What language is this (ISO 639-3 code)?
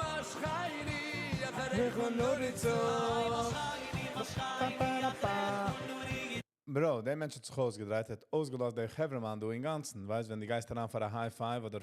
yid